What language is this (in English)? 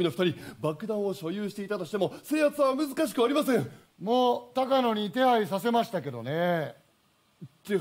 Japanese